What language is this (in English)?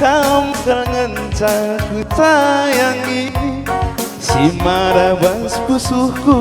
Batak Karo